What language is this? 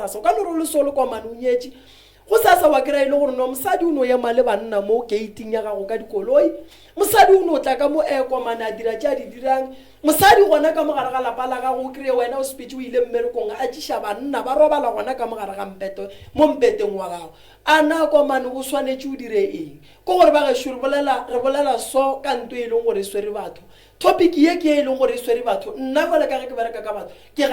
Northern Sotho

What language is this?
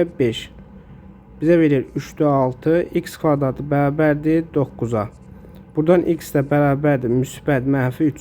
Azerbaijani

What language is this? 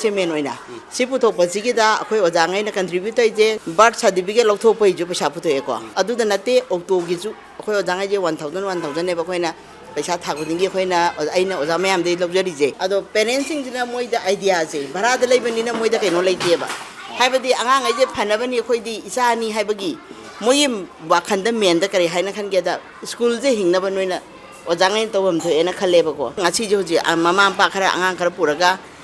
Manipuri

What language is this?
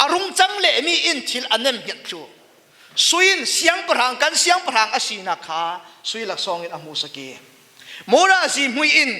Falam Chin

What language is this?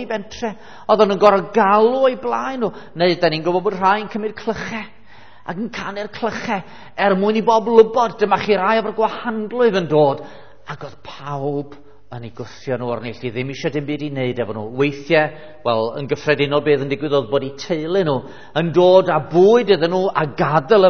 Welsh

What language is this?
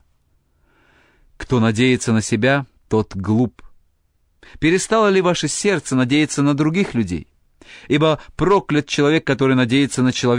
Russian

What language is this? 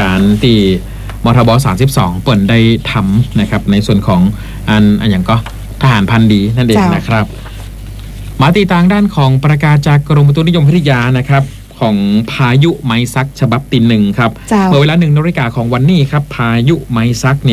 Thai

